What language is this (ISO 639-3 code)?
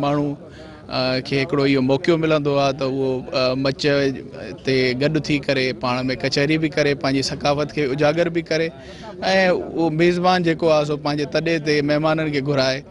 snd